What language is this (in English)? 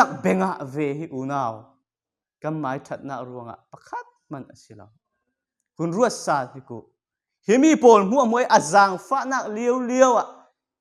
Falam Chin